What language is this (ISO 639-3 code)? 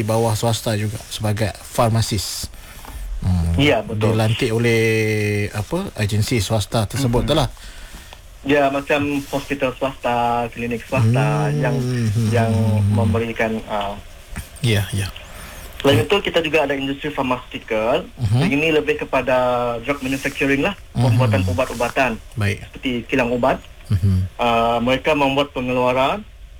msa